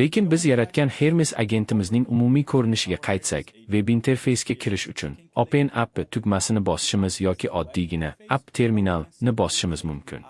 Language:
Uzbek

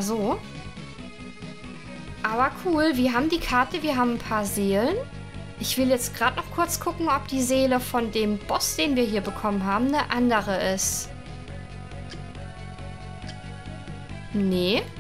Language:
German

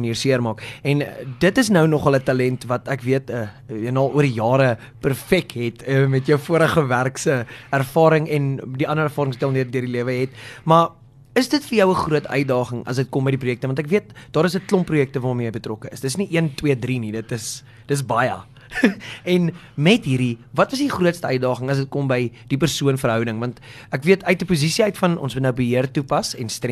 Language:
Afrikaans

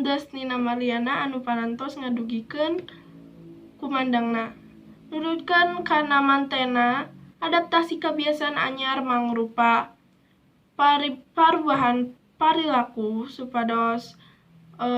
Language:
Sundanese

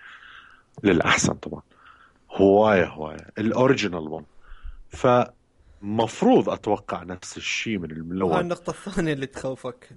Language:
Mesopotamian Arabic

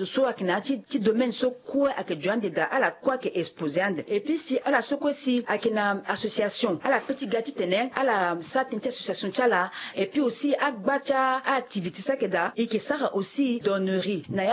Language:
Sango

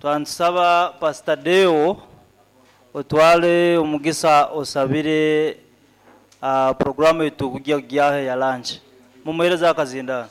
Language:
Nyoro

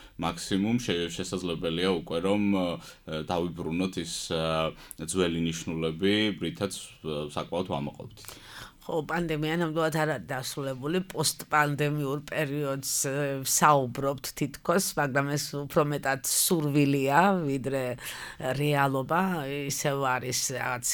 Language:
Georgian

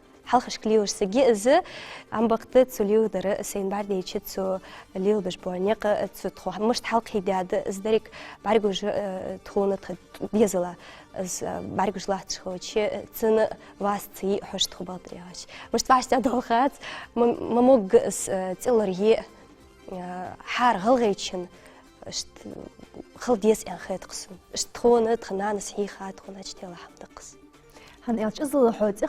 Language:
Ingush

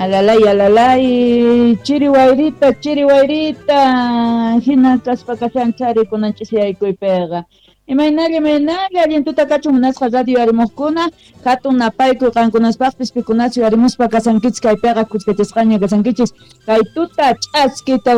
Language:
Quechua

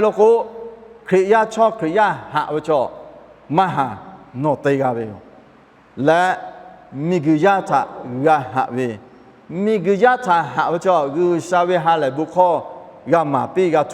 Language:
Lahu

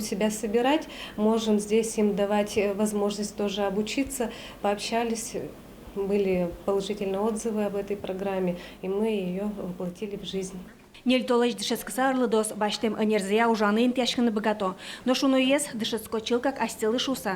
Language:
Udmurt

